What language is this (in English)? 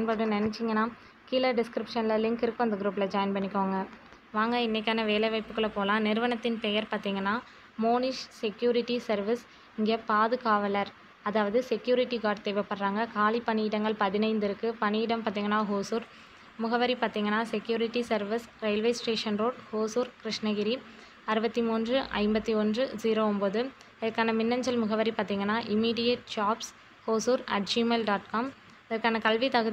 Tamil